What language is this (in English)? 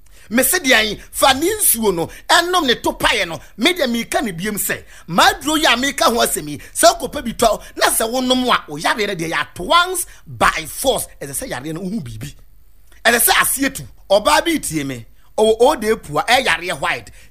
Akan